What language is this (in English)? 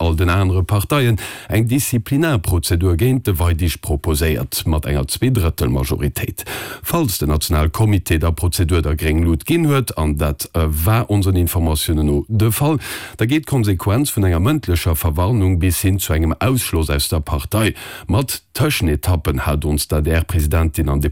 Luxembourgish